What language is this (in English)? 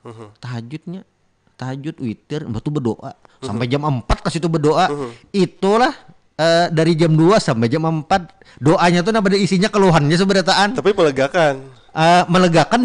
Banjar